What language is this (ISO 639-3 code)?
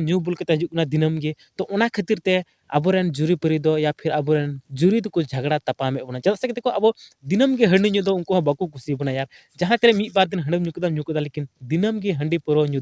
sat